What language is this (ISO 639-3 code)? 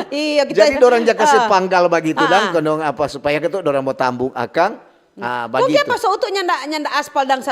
xmm